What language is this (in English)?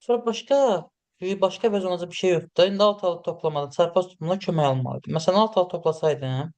Azerbaijani